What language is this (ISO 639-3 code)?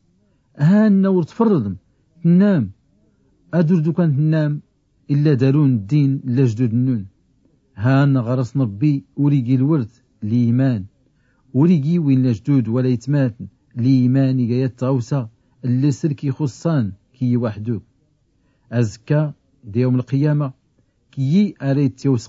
shi